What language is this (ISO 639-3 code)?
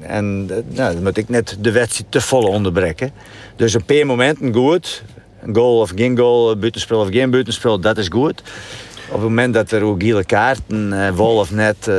fry